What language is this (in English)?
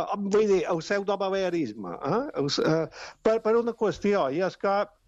Catalan